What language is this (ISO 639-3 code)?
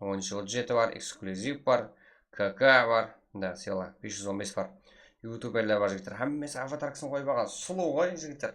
kaa